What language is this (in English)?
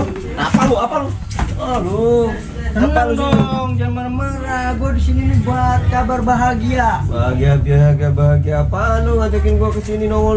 Betawi